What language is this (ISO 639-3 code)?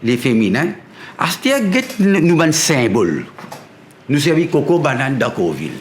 mfe